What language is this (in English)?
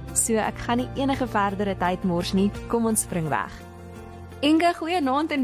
Afrikaans